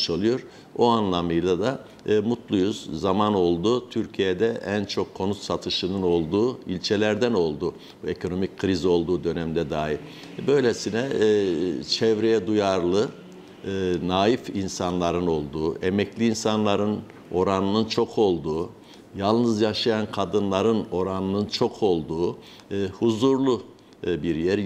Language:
Turkish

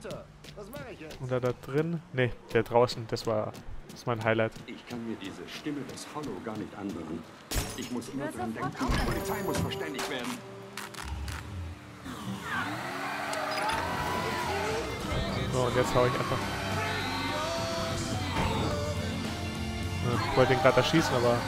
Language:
German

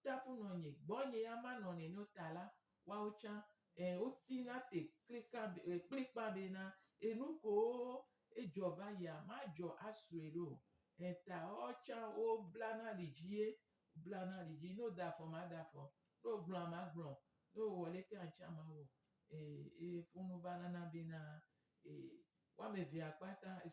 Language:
Gen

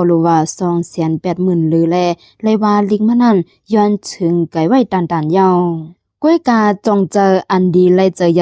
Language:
Shan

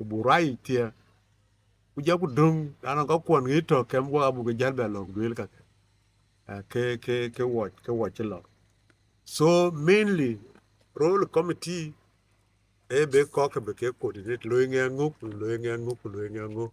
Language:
Dinka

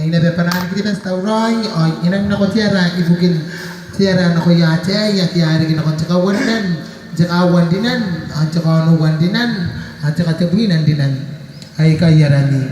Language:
Gilbertese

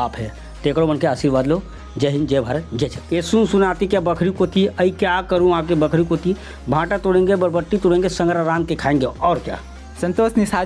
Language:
Chhattisgarhi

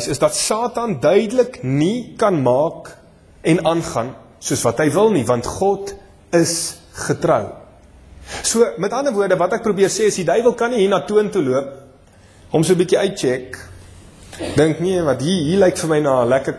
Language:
Afrikaans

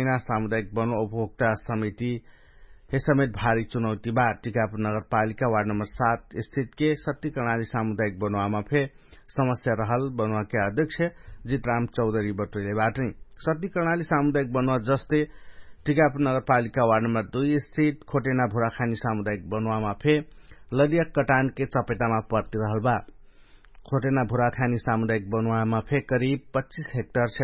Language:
Dangaura Tharu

